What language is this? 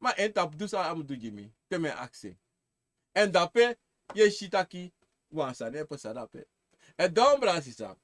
Sranan Tongo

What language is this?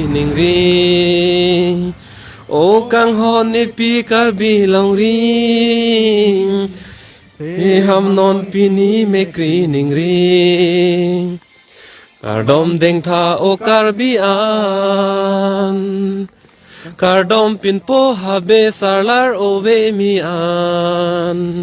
Karbi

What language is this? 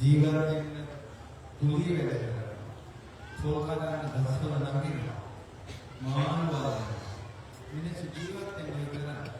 Sinhala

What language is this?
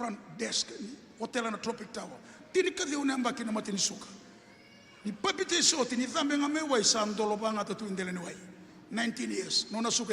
Fijian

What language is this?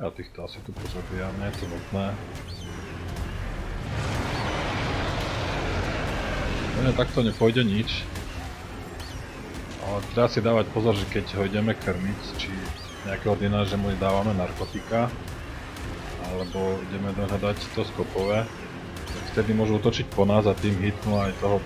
Slovak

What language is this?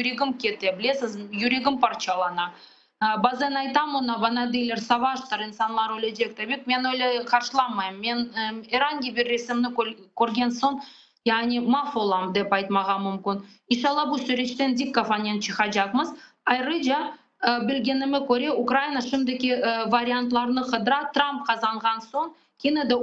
Crimean Tatar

